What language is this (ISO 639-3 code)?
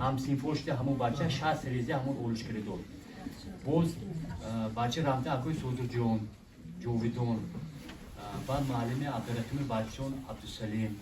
tgk